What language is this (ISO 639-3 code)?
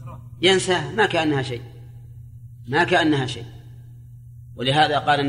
ara